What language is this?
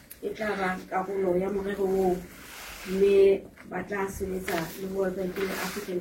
Southern Sotho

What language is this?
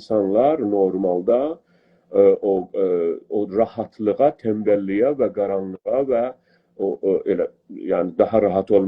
South Azerbaijani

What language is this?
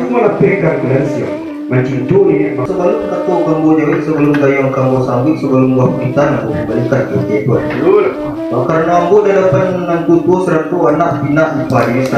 Minangkabau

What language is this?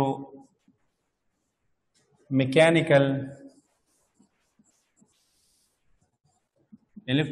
Hindi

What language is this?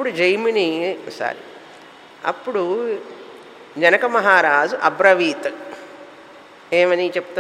Telugu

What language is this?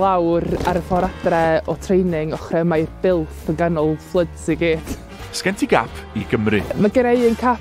Welsh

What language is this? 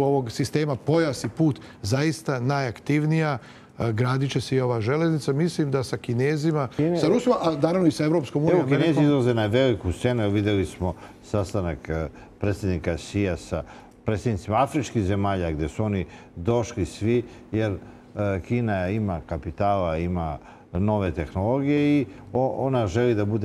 Serbian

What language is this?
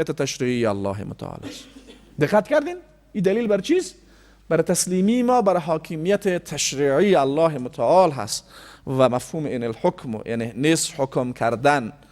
Persian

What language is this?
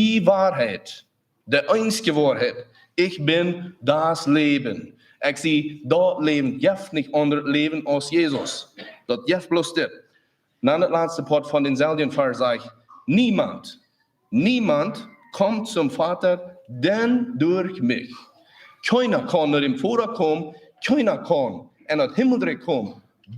Plautdietsch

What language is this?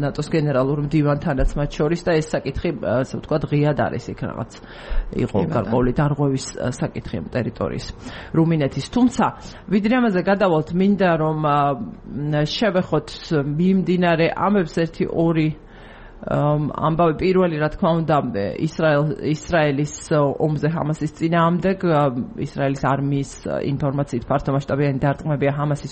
Georgian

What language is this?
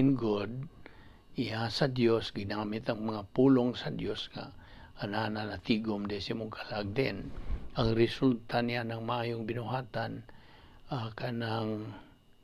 Cebuano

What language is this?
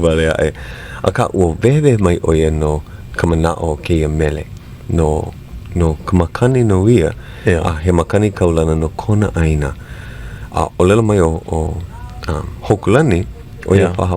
Hawaiian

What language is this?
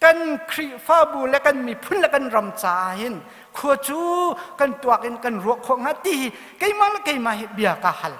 Hakha Chin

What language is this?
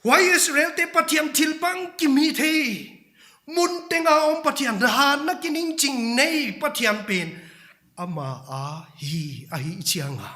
Paite Chin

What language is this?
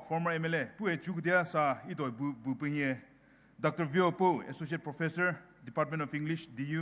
Poumei Naga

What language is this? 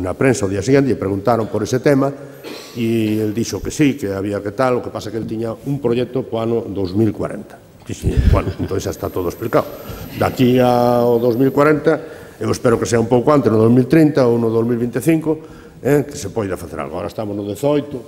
Galician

